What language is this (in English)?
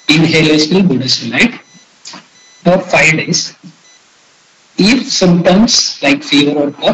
English